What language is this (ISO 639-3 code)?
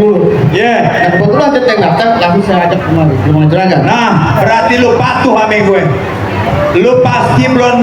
bew